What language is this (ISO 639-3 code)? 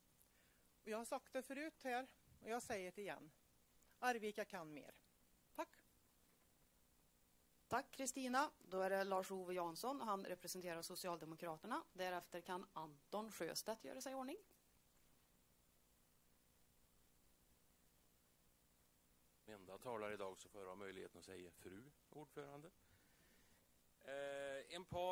swe